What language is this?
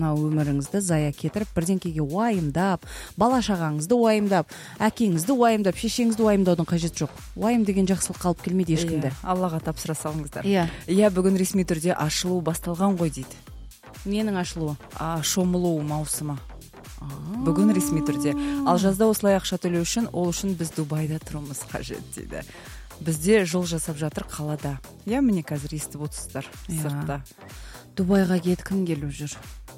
Kazakh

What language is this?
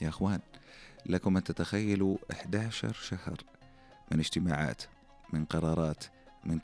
Najdi Arabic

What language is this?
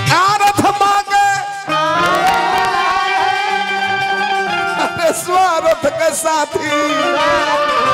Bhojpuri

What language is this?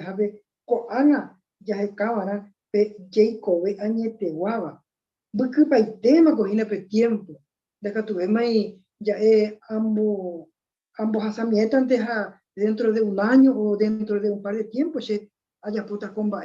Guarani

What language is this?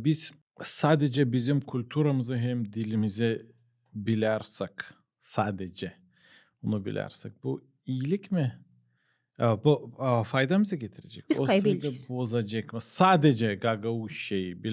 Gagauz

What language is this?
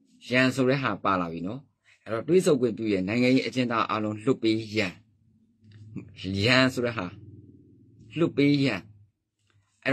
Burmese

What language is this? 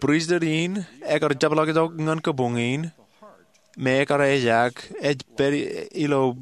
Marshallese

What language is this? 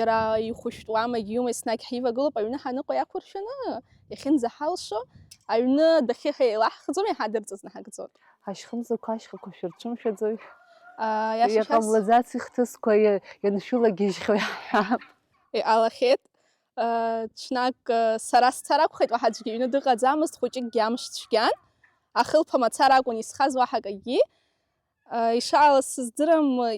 Abkhazian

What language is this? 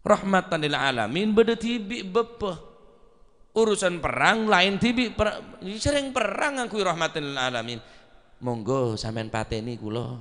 Madurese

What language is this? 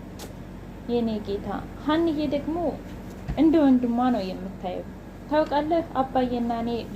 Amharic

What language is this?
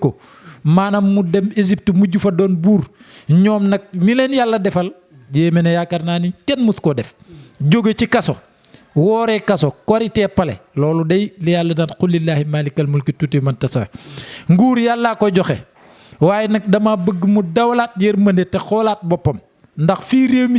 Wolof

